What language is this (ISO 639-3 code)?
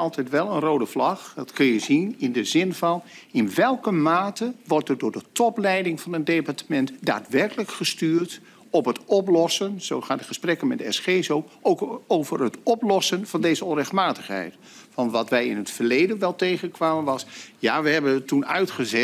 nld